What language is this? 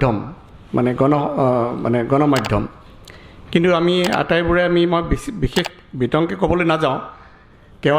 Assamese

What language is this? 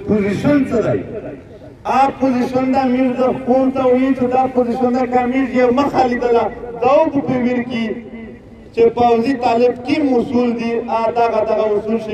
Pashto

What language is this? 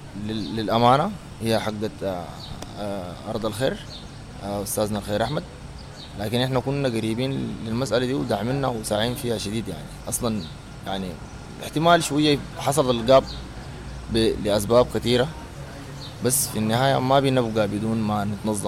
Sudanese Arabic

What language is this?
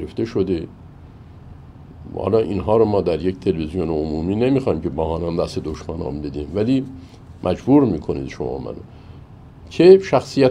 Persian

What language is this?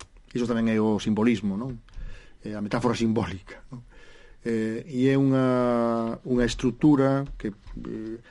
Galician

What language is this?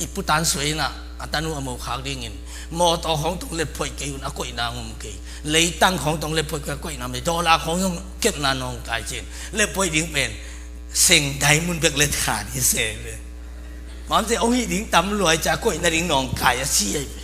Tedim Chin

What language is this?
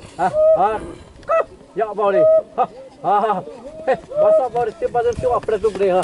Xavánte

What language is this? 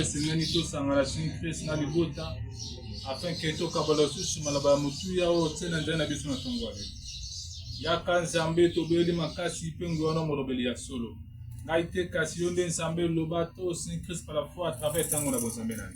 Lingala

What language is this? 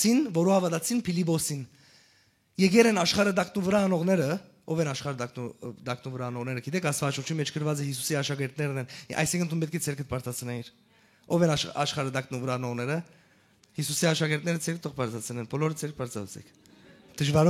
Western Armenian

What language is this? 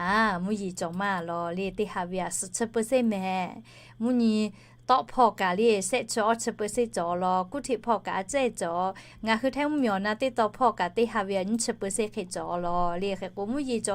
Lahu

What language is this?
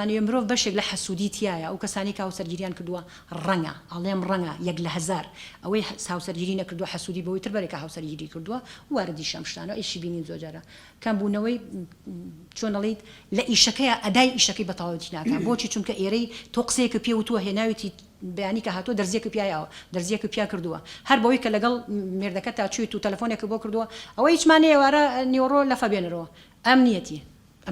Central Kurdish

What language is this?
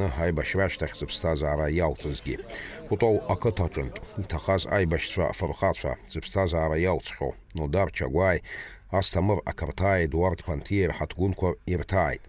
Abkhazian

